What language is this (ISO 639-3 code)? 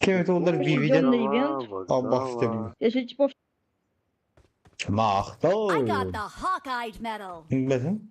sah